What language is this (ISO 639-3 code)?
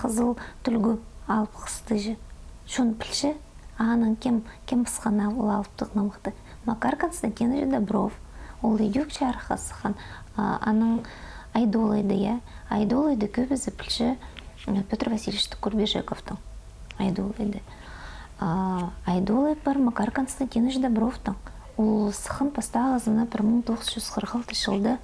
kjh